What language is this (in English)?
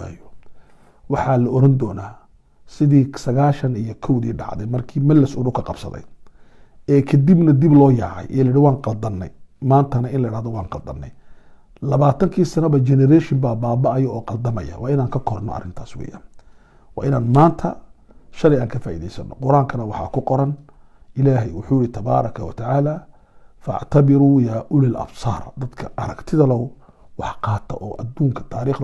Somali